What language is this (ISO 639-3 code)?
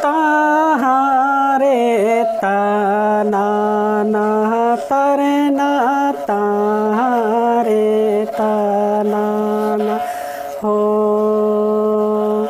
sat